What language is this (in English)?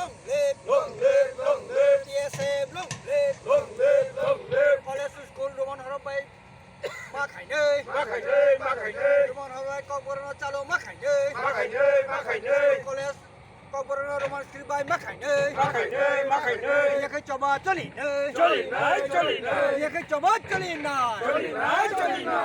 Kok Borok